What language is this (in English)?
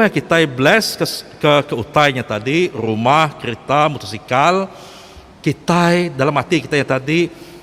Iban